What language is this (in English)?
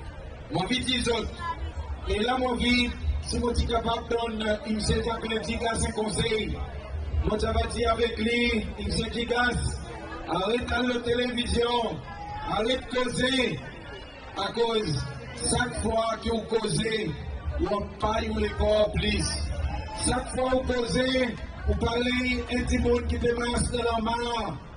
Seselwa Creole French